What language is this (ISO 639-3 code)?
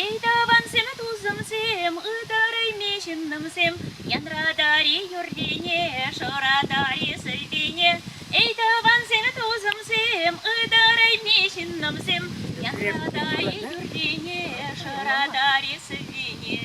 chv